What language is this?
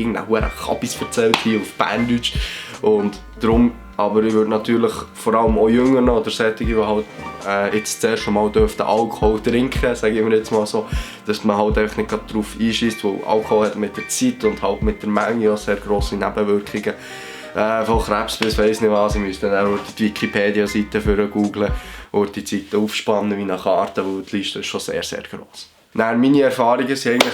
Swiss German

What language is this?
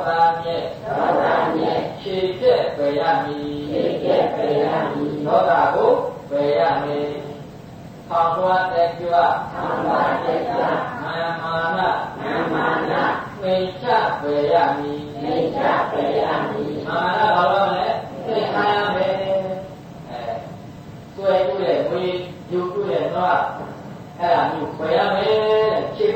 Burmese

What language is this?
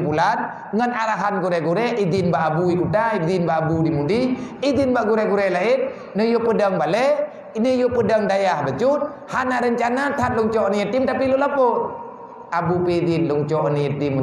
Achinese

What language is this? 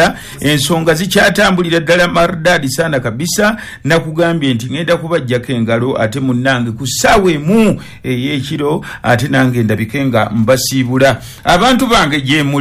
Ganda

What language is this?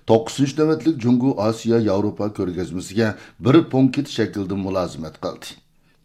Uyghur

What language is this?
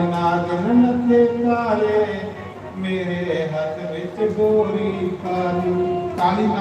Dogri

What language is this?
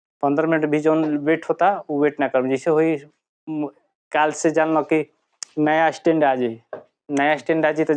Bhojpuri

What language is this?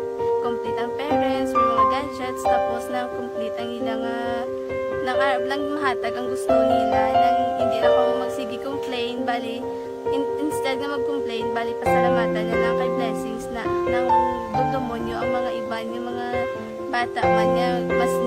Hiligaynon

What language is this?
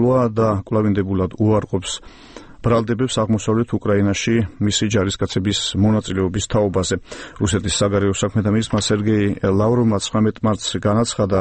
Georgian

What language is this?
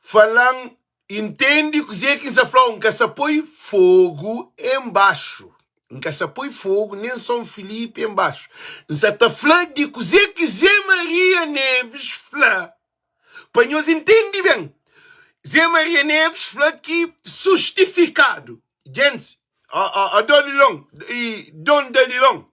Kabuverdianu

